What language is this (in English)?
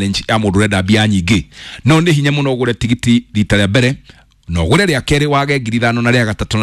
Kikuyu